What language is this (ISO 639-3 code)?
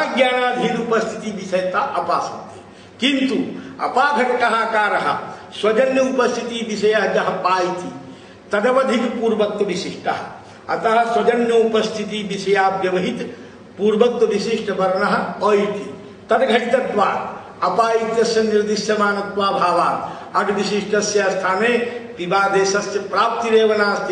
san